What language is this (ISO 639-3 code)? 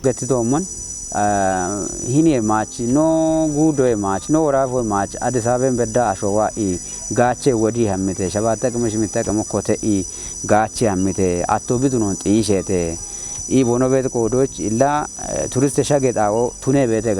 kbr